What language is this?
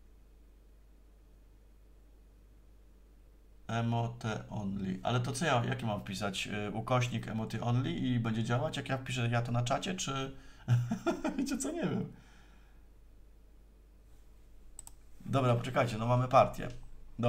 Polish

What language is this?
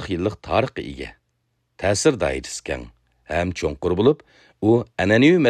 Uyghur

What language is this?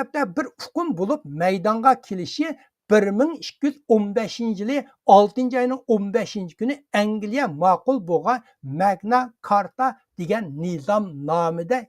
Uyghur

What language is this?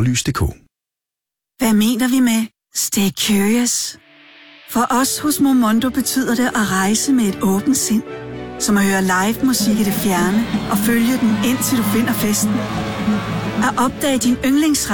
Danish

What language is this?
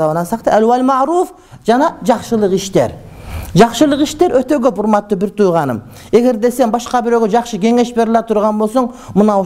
Kyrgyz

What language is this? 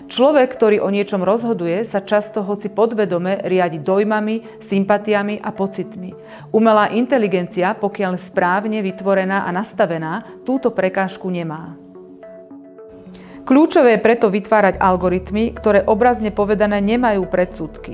Slovak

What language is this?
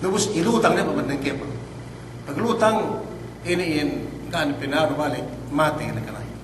Yakan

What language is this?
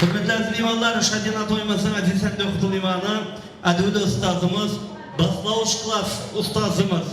Kara-Kalpak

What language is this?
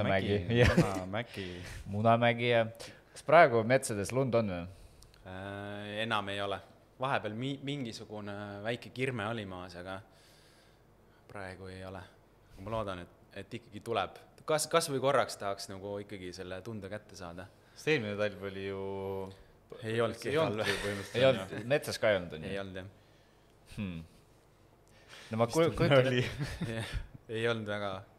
Estonian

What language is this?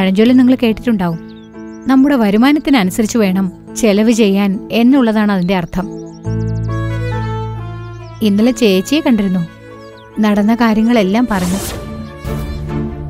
Malayalam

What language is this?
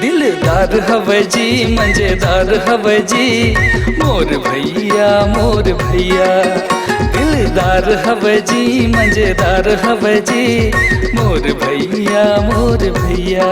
Chhattisgarhi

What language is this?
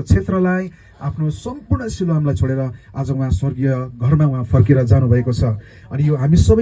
Nepali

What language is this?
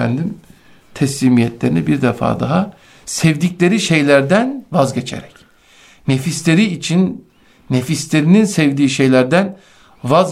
Turkish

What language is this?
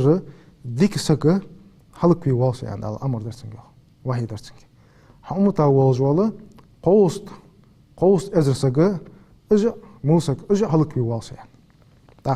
Ingush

